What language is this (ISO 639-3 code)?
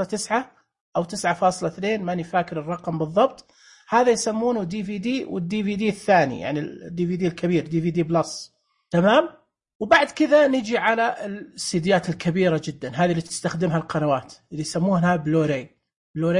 ars